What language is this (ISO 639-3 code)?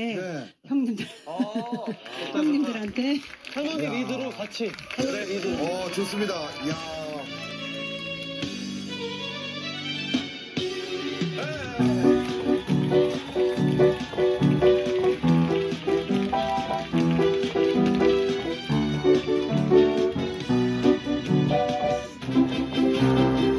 kor